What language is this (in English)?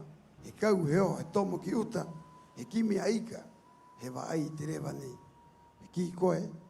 Rapanui